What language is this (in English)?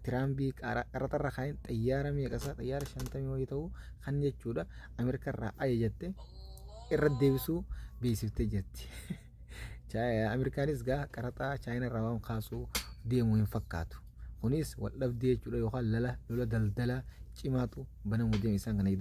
Oromo